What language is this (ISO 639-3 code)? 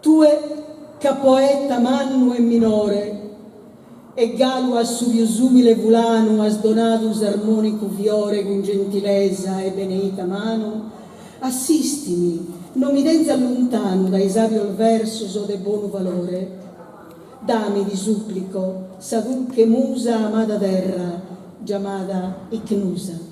srd